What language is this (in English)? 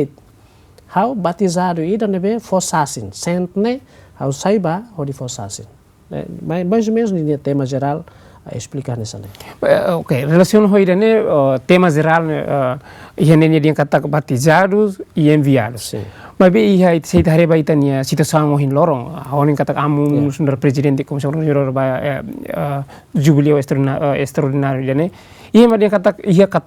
Tetum